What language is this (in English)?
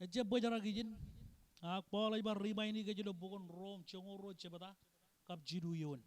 Marshallese